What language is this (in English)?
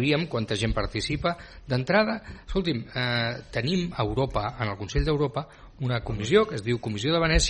Catalan